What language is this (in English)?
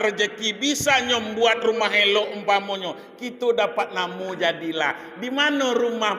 Minangkabau